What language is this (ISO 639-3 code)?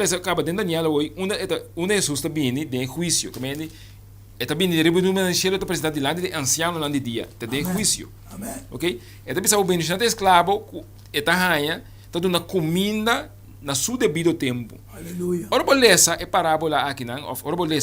pap